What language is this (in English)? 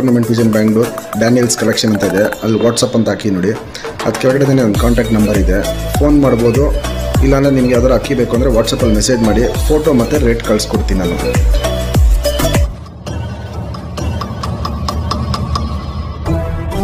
Kannada